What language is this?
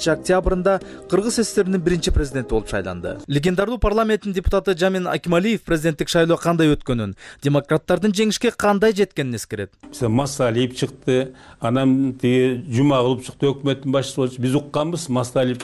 Kyrgyz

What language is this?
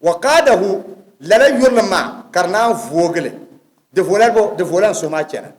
Dagbani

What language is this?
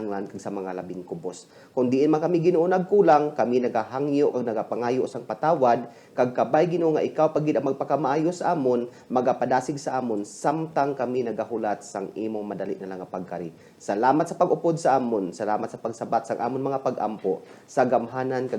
Hiligaynon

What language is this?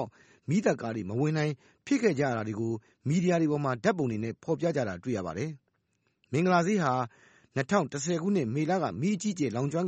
Burmese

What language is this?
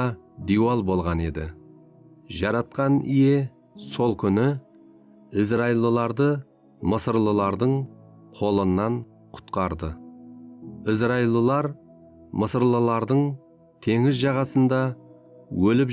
Kara-Kalpak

